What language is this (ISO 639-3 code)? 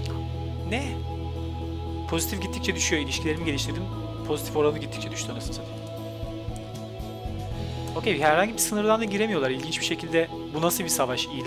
tur